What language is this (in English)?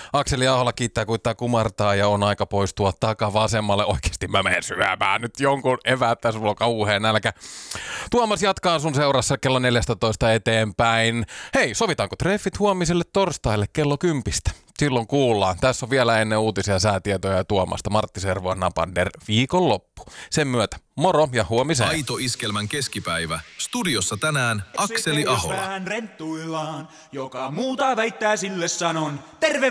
Finnish